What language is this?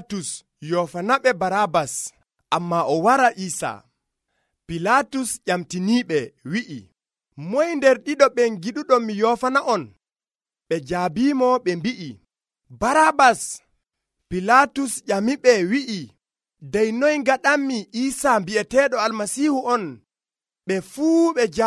Nigerian Fulfulde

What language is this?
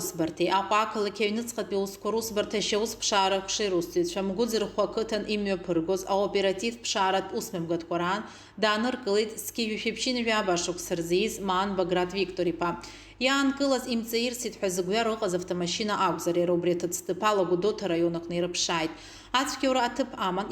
Abkhazian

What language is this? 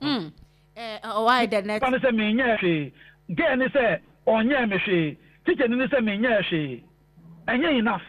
Akan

